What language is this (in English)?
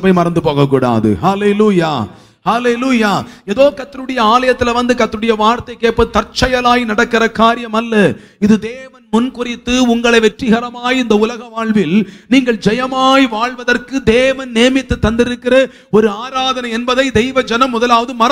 Tamil